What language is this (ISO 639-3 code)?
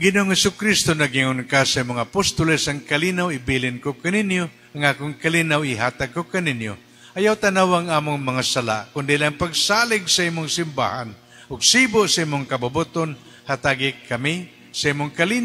ceb